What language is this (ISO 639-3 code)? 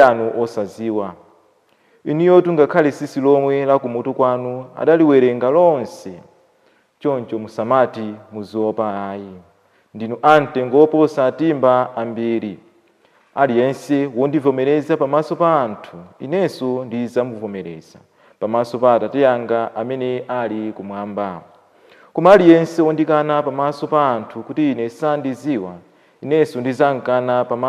nya